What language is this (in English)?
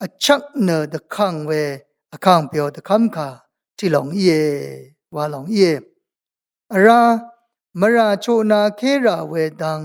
Rawang